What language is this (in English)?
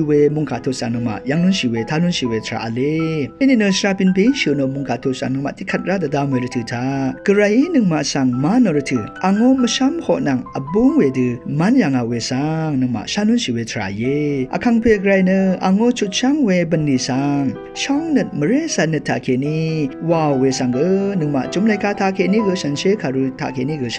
Rawang